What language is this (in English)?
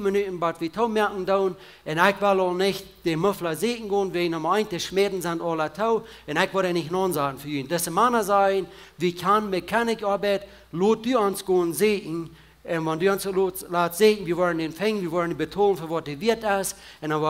Plautdietsch